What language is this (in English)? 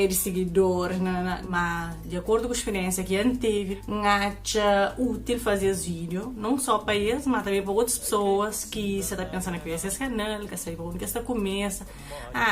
Kabuverdianu